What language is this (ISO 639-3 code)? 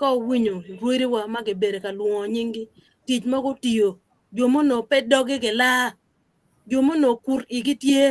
ach